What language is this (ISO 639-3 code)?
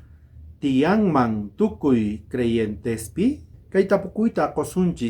quh